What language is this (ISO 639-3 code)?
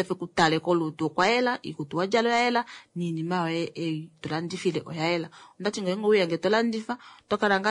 kua